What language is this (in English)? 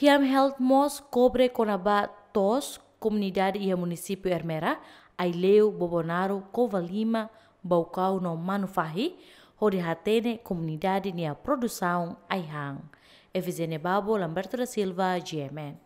Tetum